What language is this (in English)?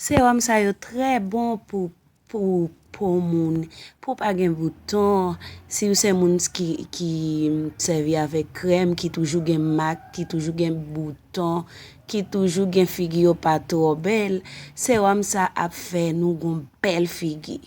Haitian Creole